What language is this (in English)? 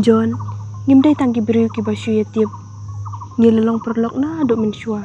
Khasi